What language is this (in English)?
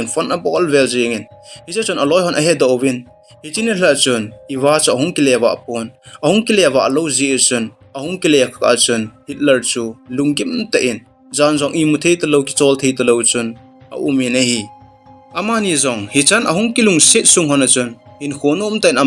Thado Chin